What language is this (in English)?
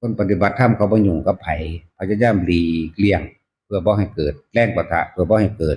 Northeastern Thai